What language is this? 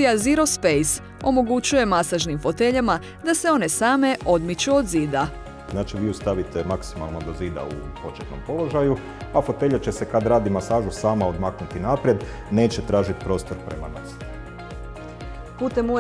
Croatian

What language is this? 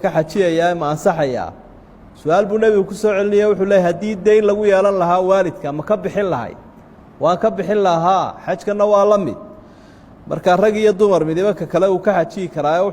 Somali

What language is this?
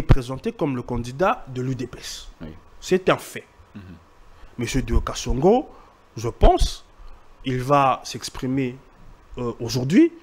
French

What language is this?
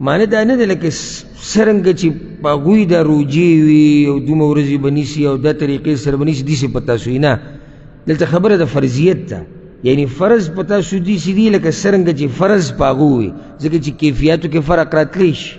Pashto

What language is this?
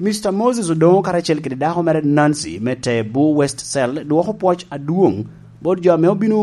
Lango (Uganda)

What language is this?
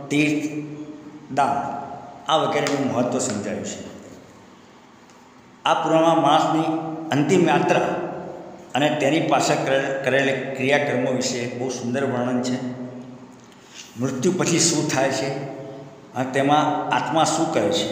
Gujarati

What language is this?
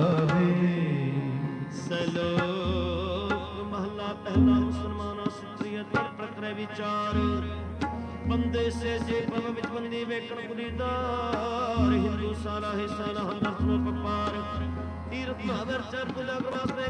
Punjabi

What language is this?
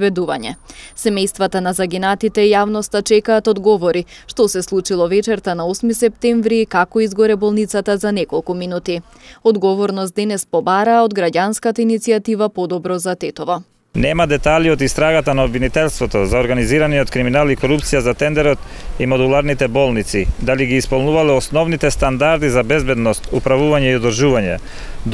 Macedonian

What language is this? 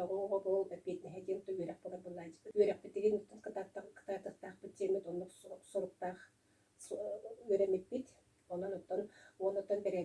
Yakut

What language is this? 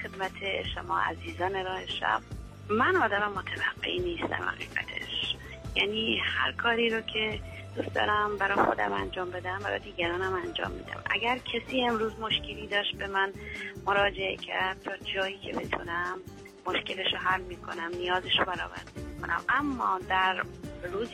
Persian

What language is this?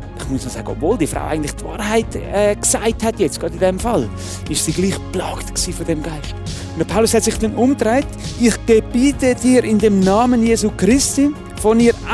Swiss German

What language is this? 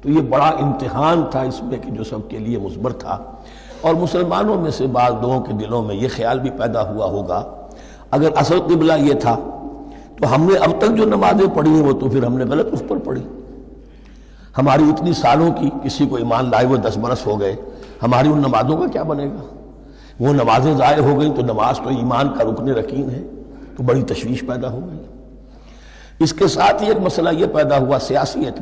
Urdu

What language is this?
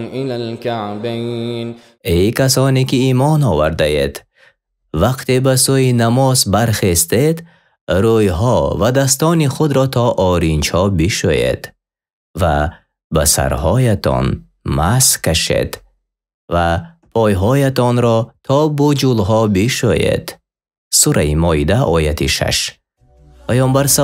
Tajik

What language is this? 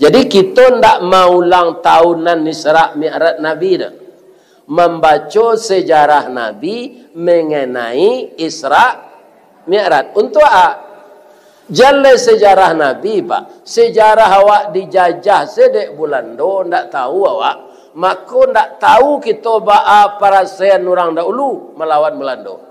Minangkabau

